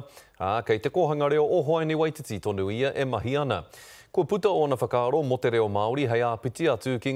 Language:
Māori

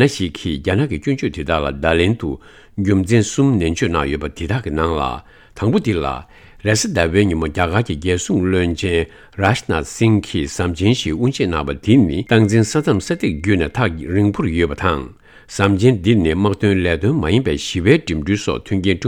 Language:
Tibetan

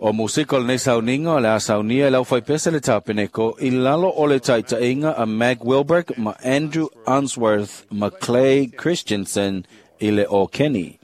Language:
Samoan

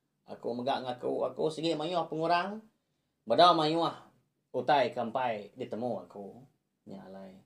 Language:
Iban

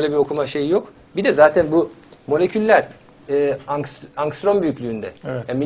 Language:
Turkish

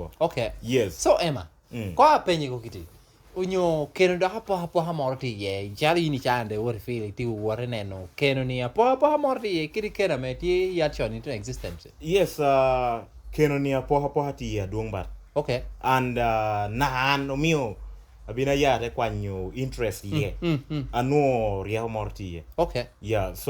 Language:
Lango (Uganda)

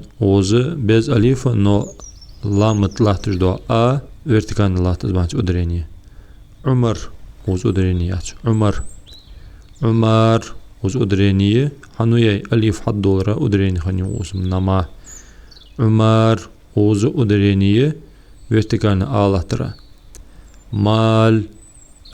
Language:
Ingush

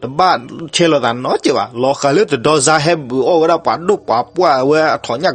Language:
S'gaw Karen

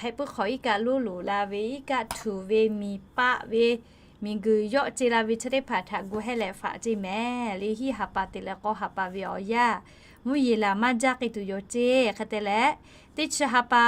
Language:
Lahu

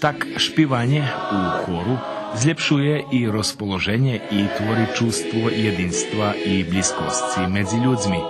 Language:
Rusyn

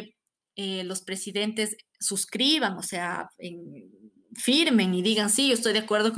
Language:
Spanish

